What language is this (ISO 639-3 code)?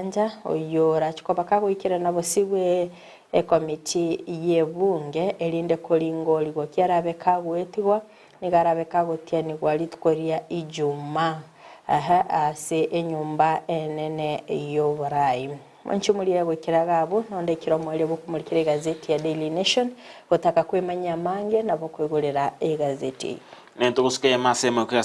guz